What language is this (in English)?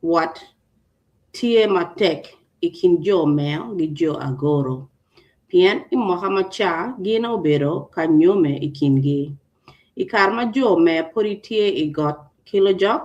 Acoli